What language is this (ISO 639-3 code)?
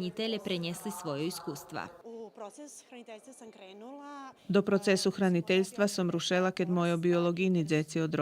rue